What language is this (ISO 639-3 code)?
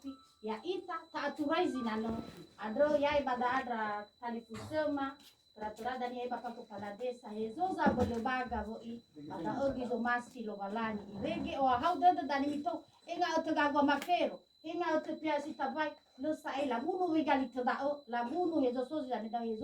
nia